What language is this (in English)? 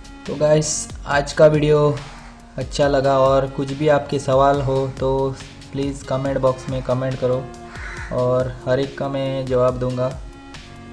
Hindi